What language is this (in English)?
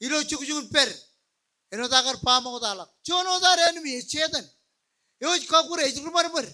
Marshallese